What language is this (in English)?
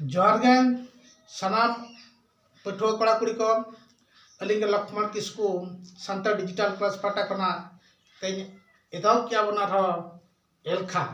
Santali